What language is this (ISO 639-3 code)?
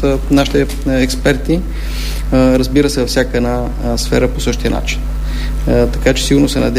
bul